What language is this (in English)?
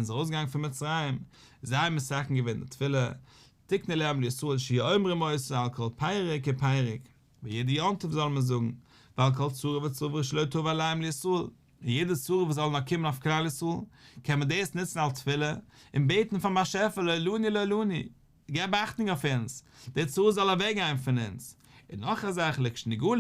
Yiddish